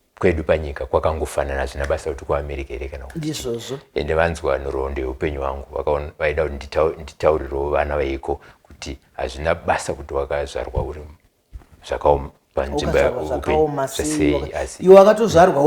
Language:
Shona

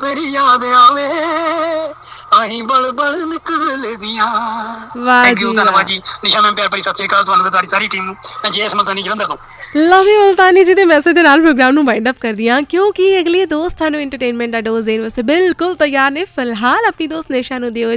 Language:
Punjabi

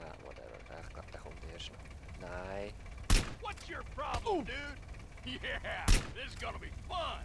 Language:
Swiss German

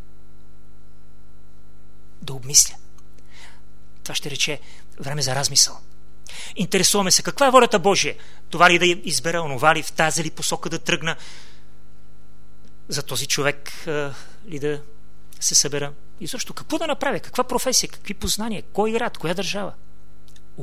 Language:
Bulgarian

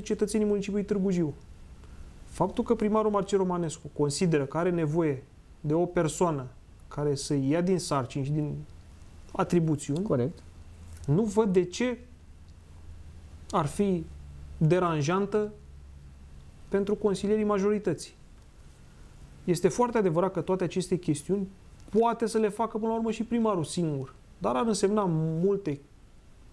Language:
Romanian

